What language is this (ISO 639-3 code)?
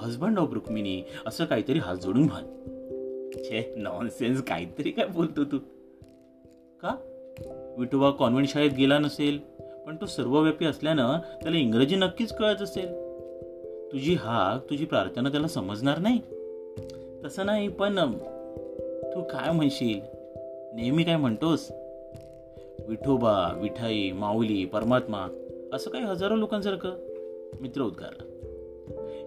mar